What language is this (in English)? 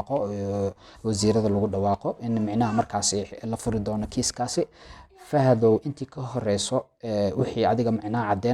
Somali